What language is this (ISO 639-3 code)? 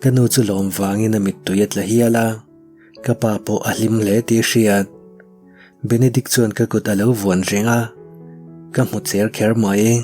lus